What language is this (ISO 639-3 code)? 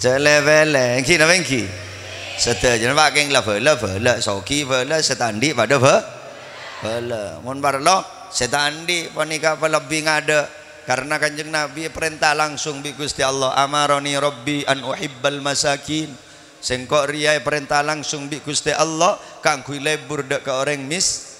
mad